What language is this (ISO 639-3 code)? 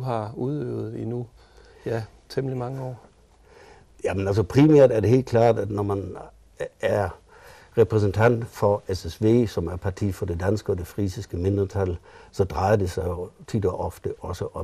dan